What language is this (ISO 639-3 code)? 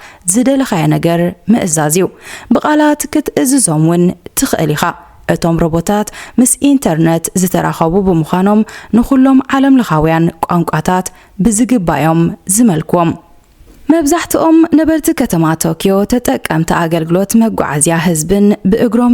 tir